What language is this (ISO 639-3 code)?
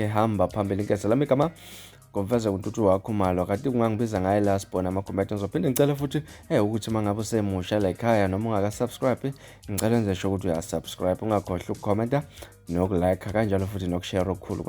zul